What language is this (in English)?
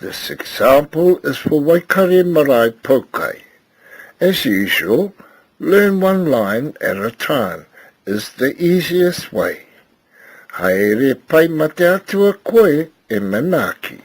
Māori